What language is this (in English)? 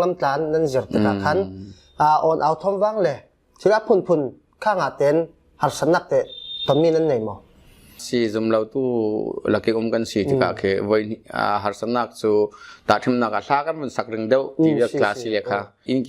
Falam Chin